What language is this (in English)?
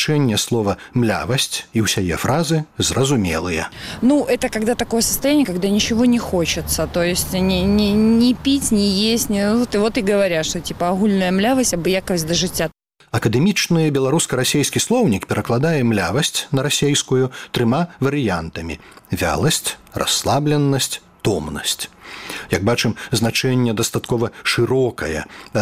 Belarusian